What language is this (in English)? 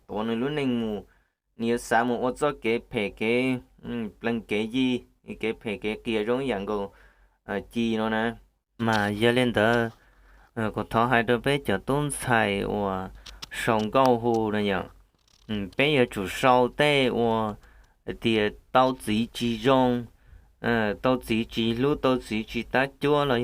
Hmong